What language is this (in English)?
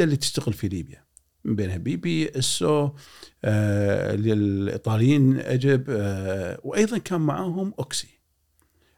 Gulf Arabic